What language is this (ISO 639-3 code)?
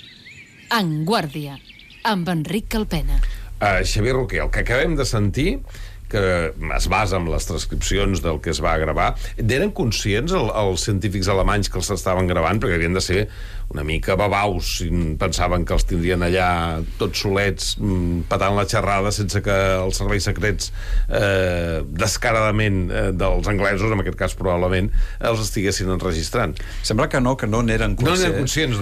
cat